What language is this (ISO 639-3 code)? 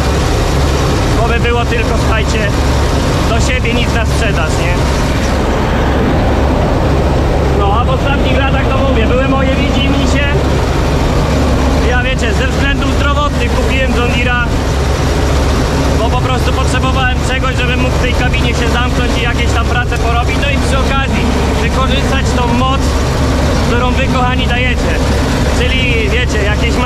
pol